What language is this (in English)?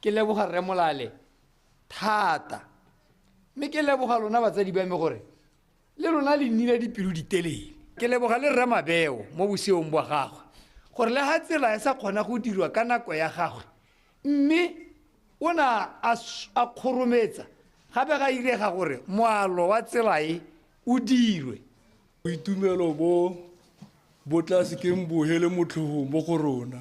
Tswana